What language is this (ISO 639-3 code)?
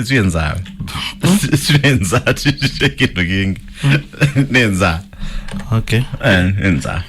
kam